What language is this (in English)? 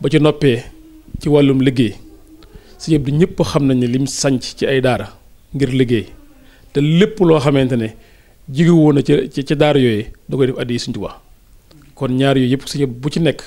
Wolof